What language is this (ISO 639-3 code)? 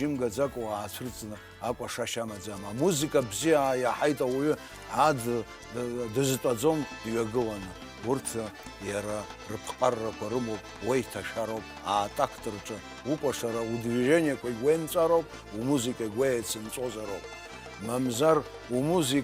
abk